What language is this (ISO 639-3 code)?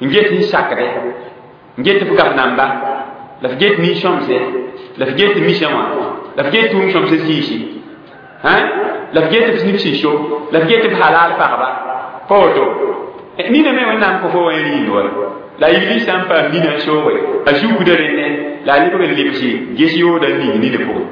mos